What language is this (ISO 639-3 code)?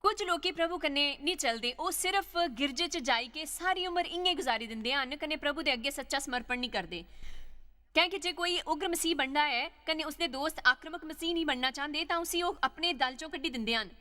doi